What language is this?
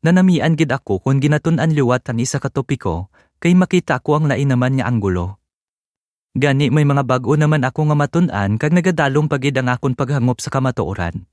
Hiligaynon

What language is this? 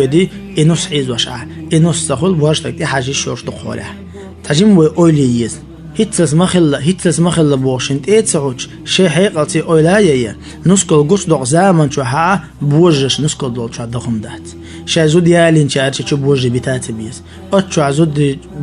Chechen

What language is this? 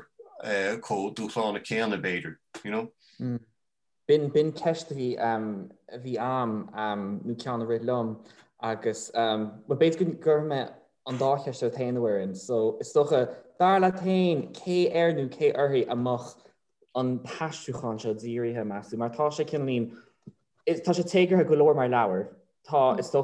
Irish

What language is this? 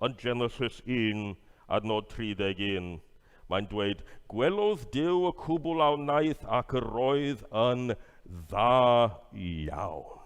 Welsh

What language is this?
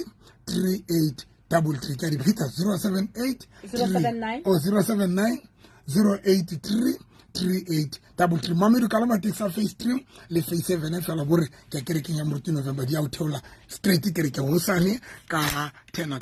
Southern Sotho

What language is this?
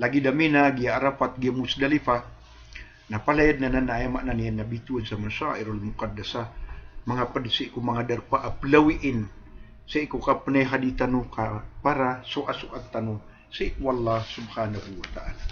Maranao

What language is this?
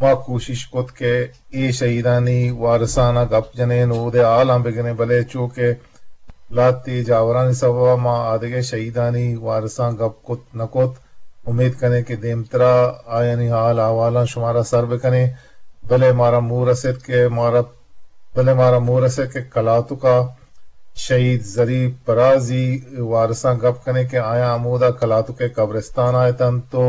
Eastern Balochi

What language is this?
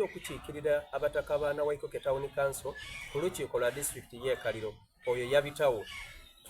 Soga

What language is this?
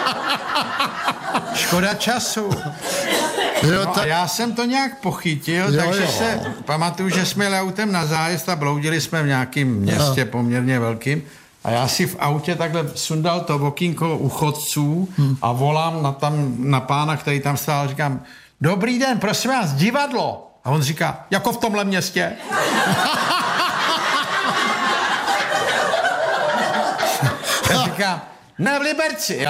Czech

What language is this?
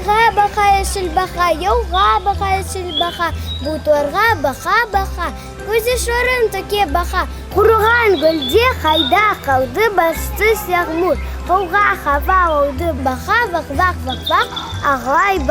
Crimean Tatar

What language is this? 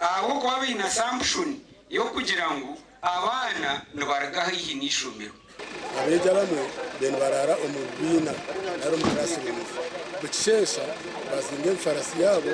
Nyankole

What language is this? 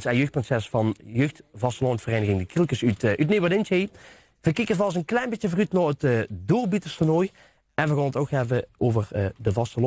Limburgish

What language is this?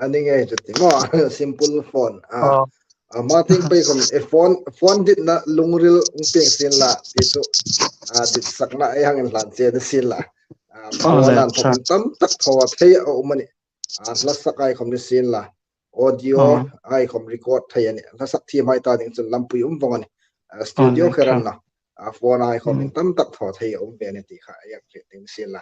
Hmar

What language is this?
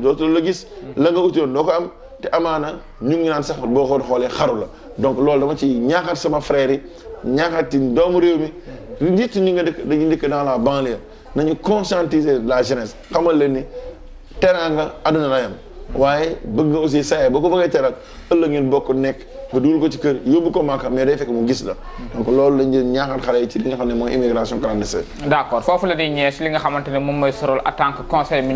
Wolof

